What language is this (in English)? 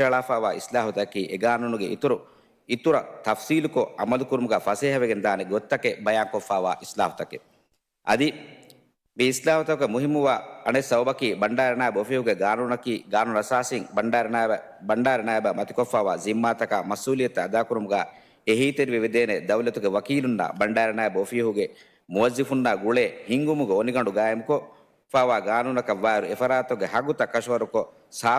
Divehi